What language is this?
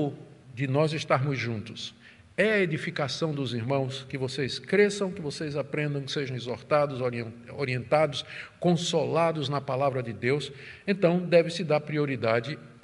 Portuguese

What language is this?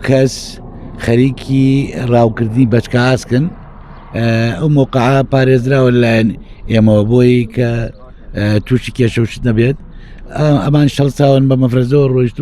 Central Kurdish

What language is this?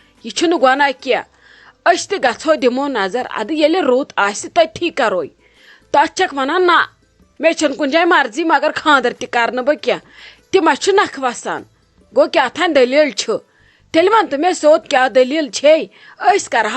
Kashmiri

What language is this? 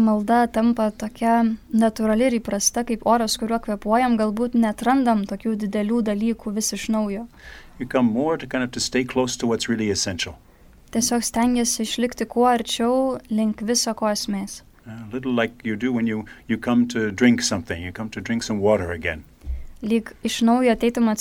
Lithuanian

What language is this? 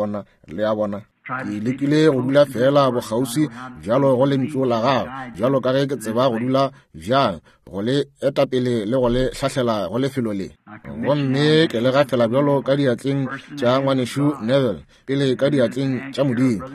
Northern Sotho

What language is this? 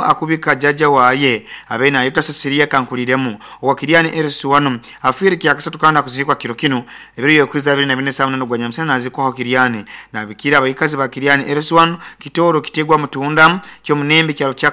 Nyoro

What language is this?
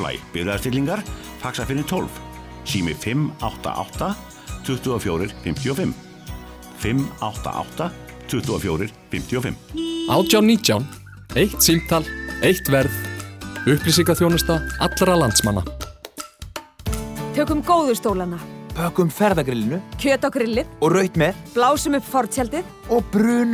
Icelandic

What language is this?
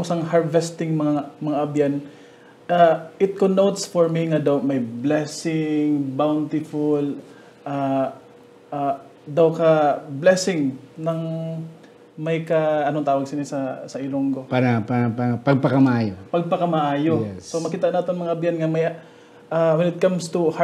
Hiligaynon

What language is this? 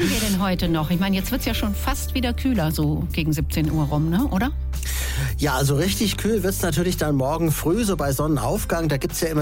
German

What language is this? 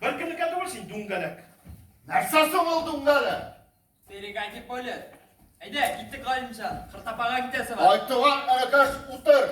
Tatar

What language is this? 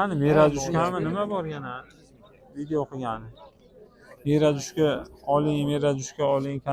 Uzbek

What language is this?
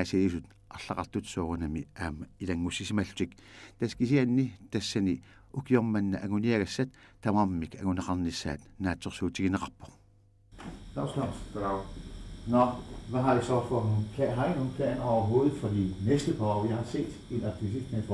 Kalaallisut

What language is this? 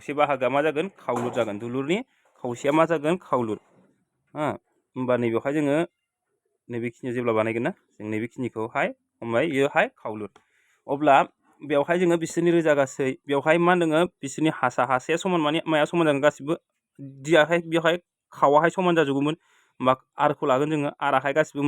Bodo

